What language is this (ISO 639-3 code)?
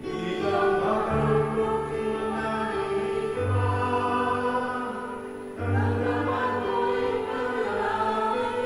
pam